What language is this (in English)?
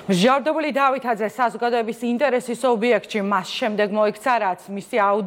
Georgian